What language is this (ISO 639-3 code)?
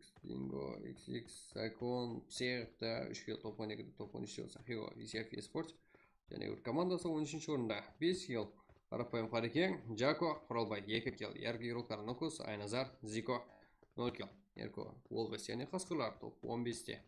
kaa